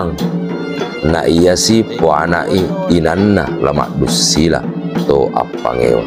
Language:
Buginese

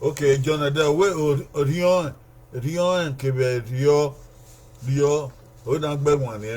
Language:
Bini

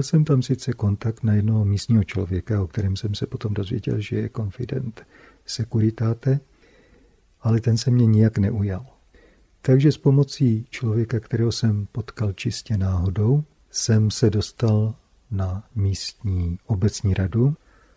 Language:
Czech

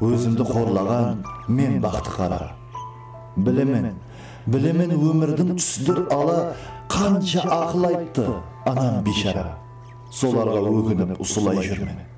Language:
Kara-Kalpak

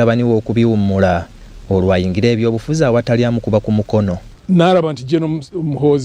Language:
Ganda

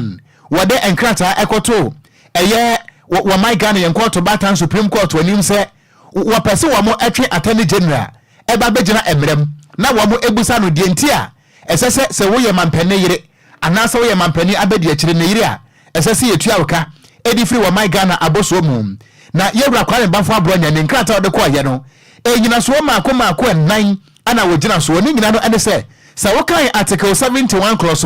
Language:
Akan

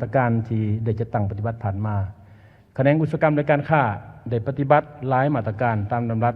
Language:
Lao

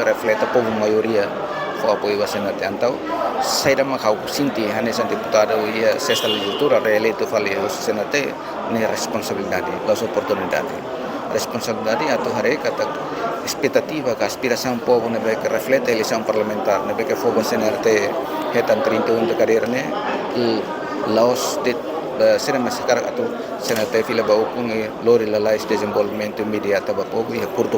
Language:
Tetum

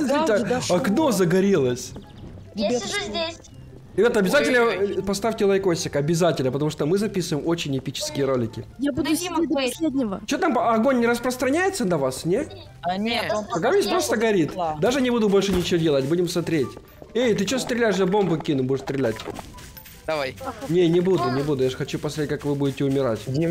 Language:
Russian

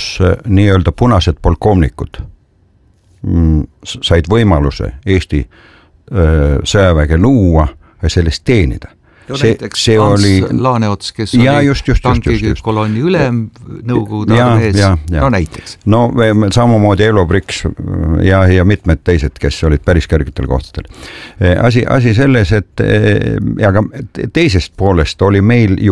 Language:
Estonian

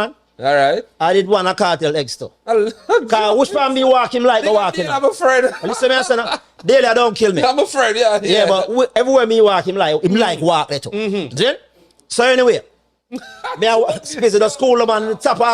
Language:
Jamaican Creole English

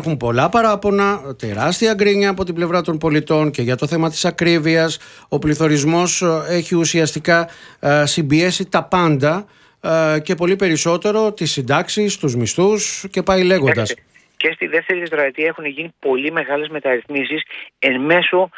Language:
Greek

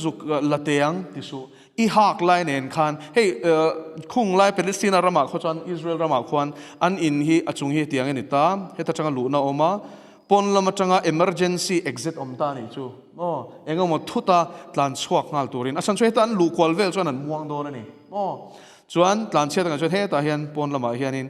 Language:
Mizo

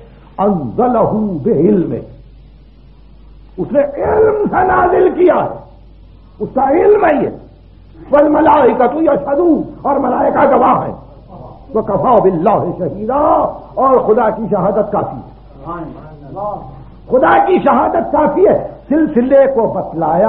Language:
Urdu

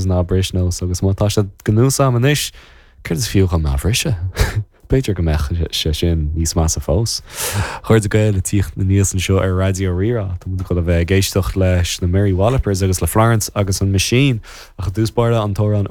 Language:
Irish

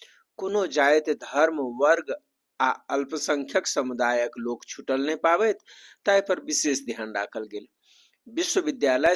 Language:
Maithili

